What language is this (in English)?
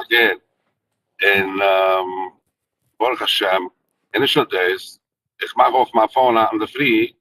Yiddish